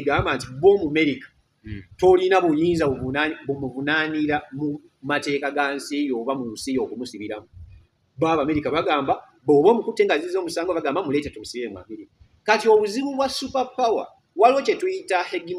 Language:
Ganda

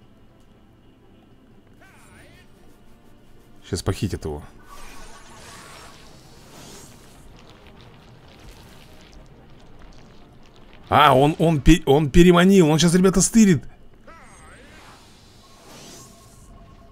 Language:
Russian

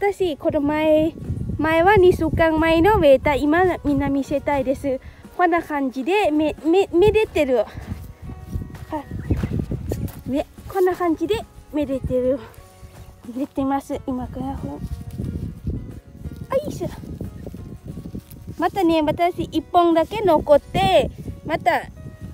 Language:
Japanese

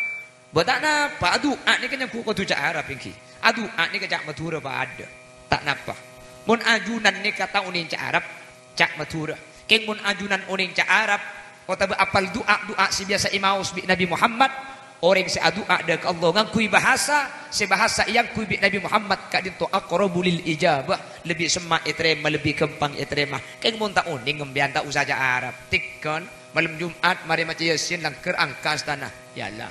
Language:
Madurese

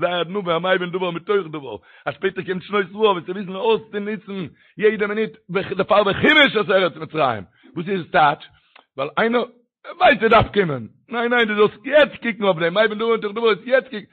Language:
Yiddish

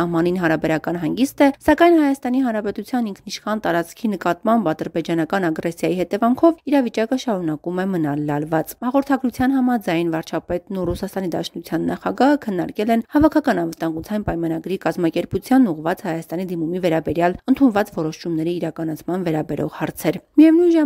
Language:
Armenian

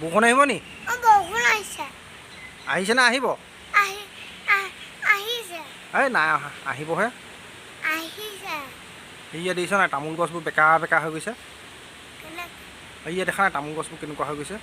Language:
Assamese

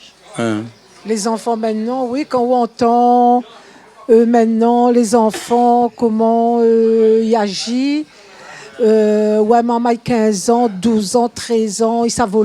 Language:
Réunion Creole French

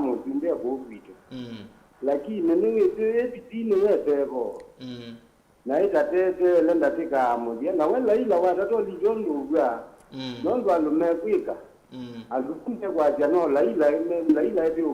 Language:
Kamba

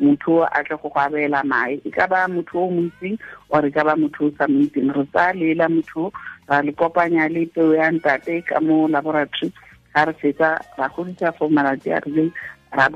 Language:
Tswana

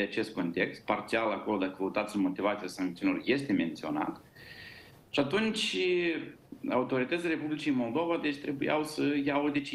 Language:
Romanian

